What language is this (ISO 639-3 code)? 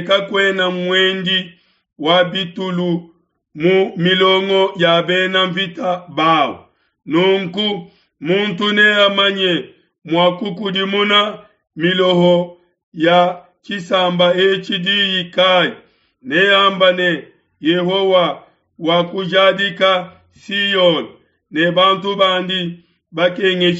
lua